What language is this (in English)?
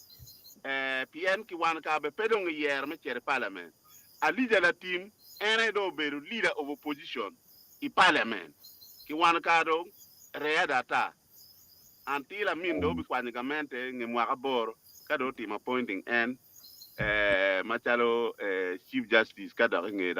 Acoli